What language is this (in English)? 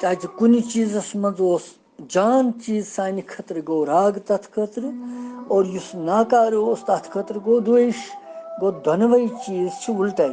Kashmiri